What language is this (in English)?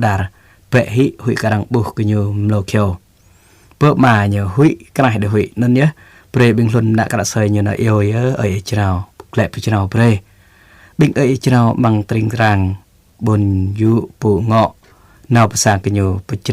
Jarai